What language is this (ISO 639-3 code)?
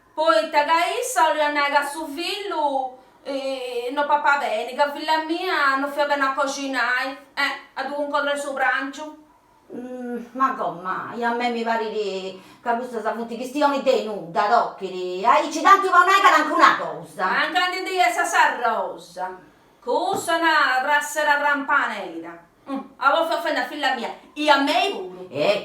srd